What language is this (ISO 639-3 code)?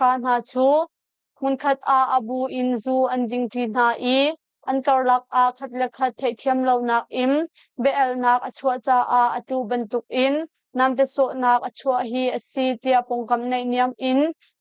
cnh